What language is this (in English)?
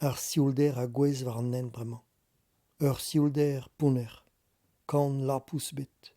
Breton